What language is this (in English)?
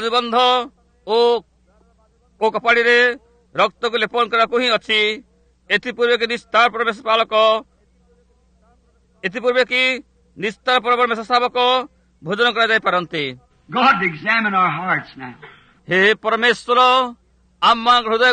Odia